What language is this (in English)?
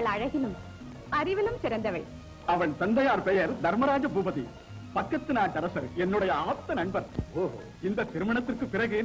Tamil